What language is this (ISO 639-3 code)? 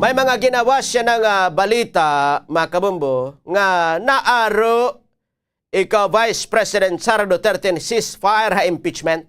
war